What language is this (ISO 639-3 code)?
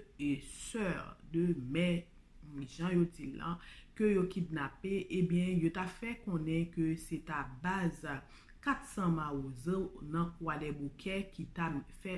hat